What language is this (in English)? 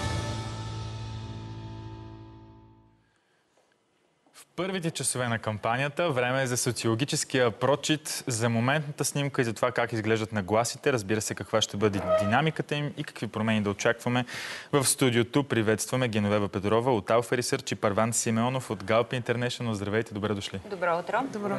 Bulgarian